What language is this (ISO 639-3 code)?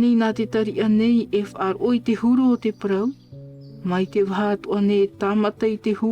tah